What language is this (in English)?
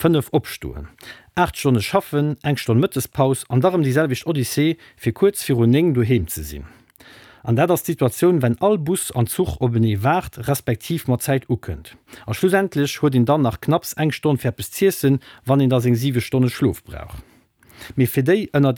Luxembourgish